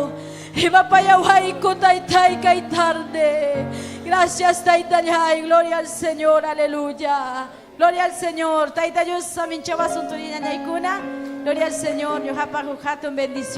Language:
Ayacucho Quechua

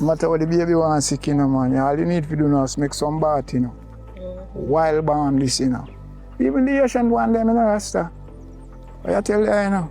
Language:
Jamaican Creole English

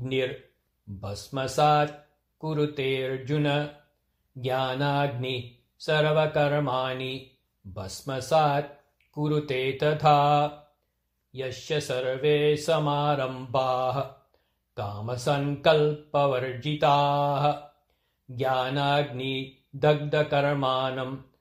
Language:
Sanskrit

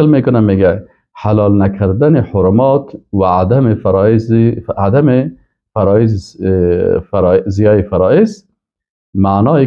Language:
Persian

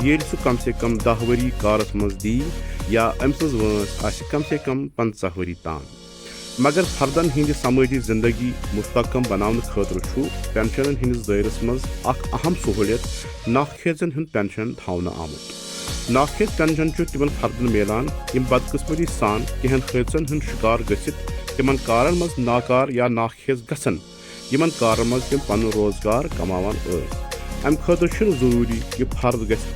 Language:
Kashmiri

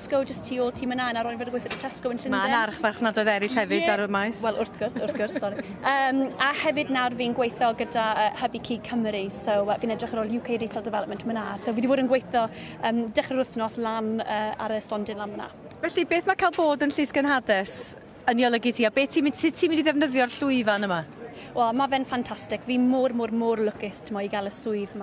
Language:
Welsh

